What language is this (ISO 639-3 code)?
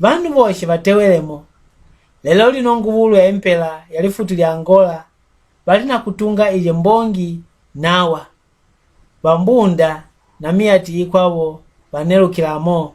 mck